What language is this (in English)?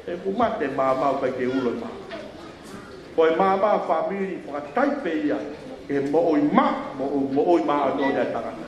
Tongan